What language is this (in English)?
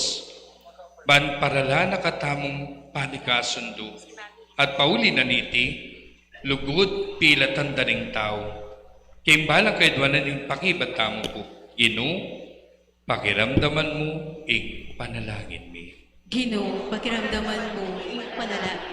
Pampanga